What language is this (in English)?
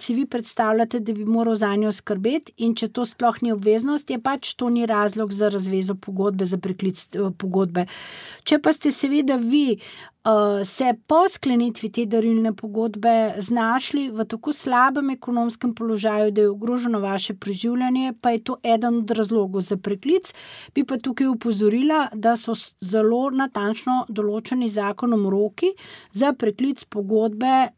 Slovenian